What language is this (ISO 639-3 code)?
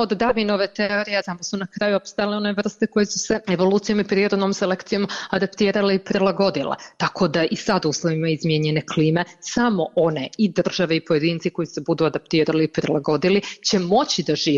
srp